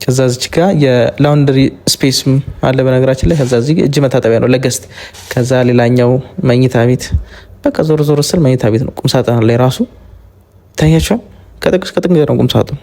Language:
Amharic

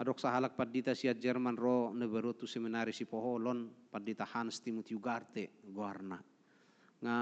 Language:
Batak Toba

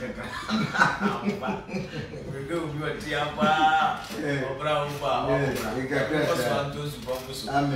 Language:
English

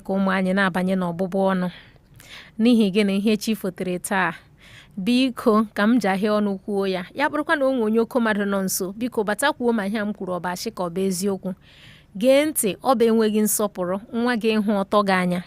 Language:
Igbo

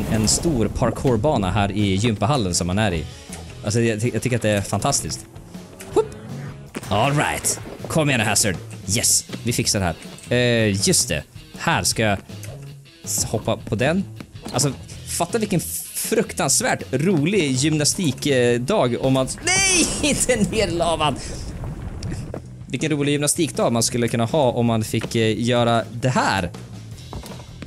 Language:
Swedish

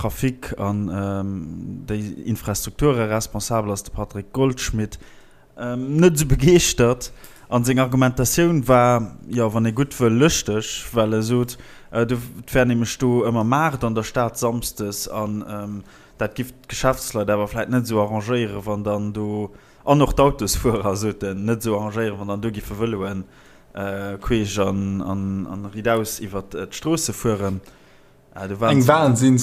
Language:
Luxembourgish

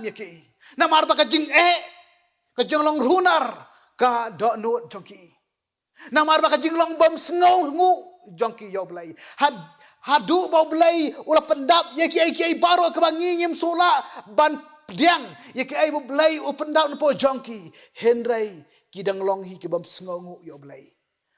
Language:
Khasi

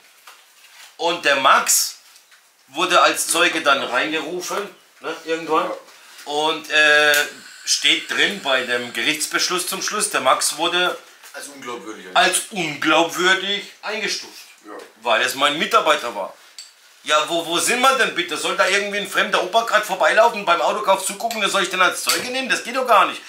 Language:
German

